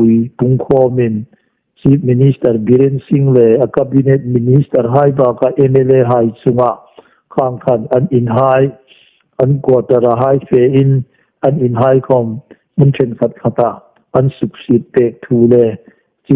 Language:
Hmar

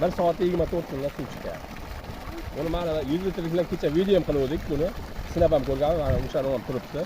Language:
Uzbek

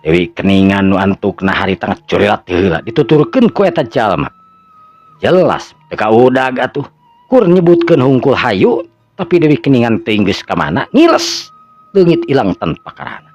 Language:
Sundanese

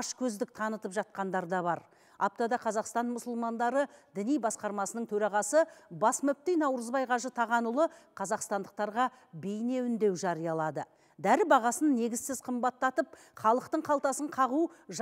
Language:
Kazakh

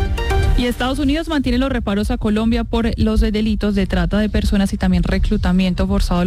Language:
Spanish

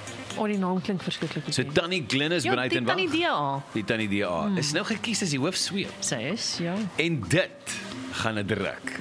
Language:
Afrikaans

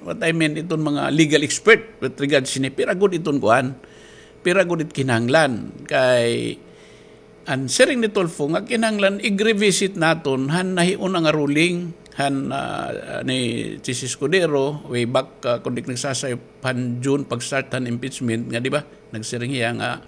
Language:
Waray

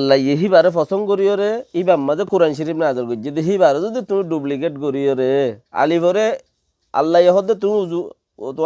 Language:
Rohingya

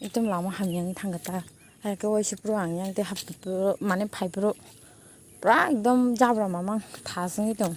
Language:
Kok Borok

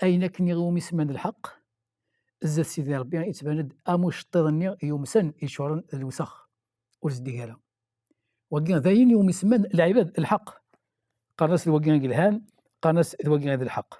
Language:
Kabyle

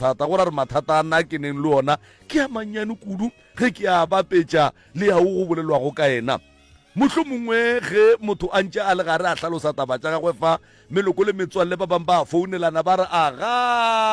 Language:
Northern Sotho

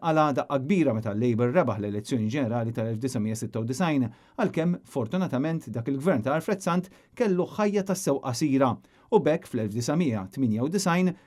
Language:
Maltese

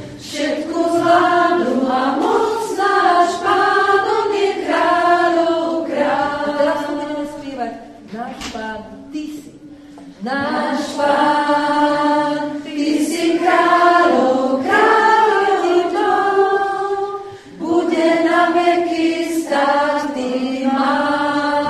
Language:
Slovak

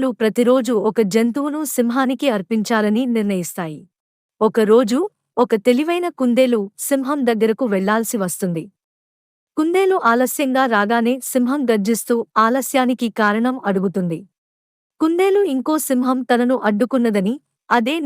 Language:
Telugu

